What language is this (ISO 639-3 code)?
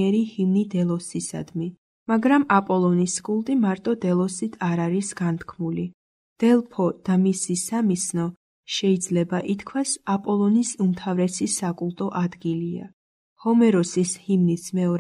kat